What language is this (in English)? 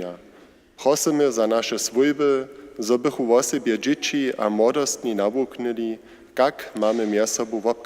Upper Sorbian